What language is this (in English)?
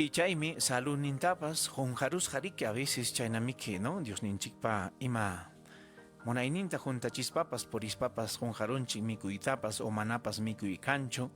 Ayacucho Quechua